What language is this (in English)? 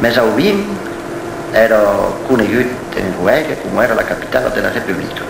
Occitan